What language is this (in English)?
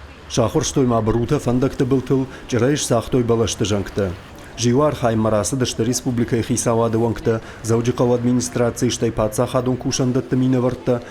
Ossetic